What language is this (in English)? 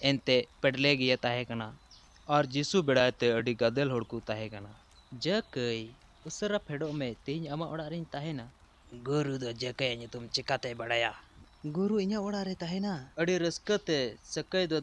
Santali